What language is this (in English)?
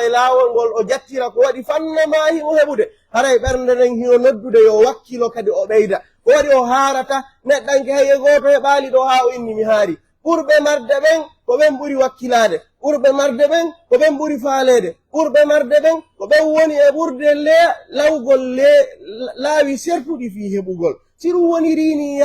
Pular